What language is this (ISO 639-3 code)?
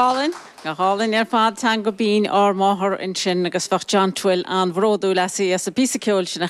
gle